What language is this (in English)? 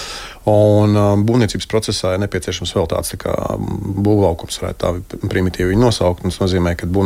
Latvian